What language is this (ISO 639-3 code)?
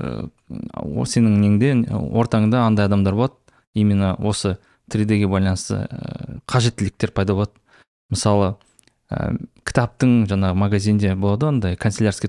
kaz